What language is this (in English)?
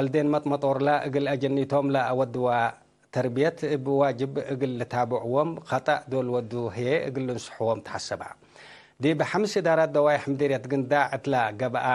Tigre